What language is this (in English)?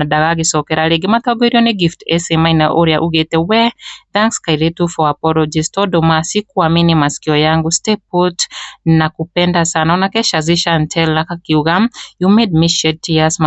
Kikuyu